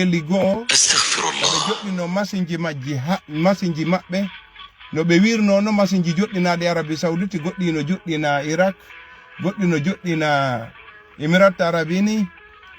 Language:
Fula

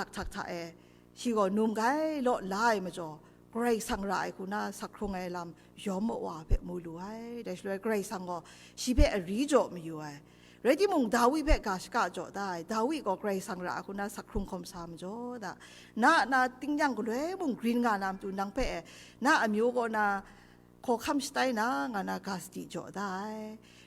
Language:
Kachin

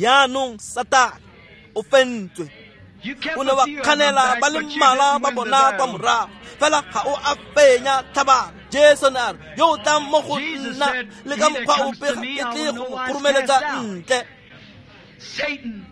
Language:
Tswana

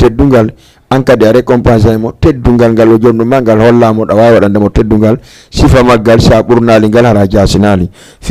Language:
Fula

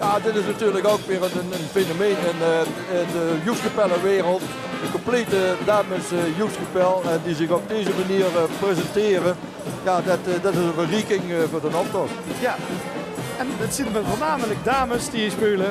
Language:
Limburgish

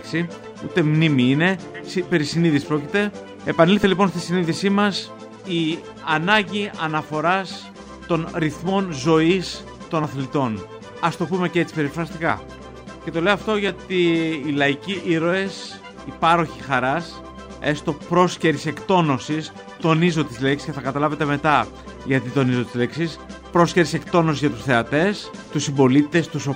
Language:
Greek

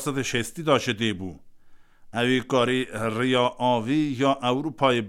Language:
Kurdish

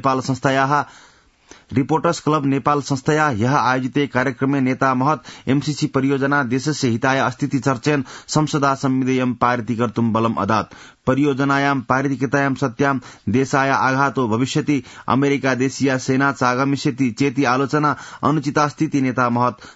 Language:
Sanskrit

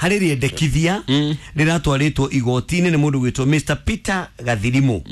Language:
Kikuyu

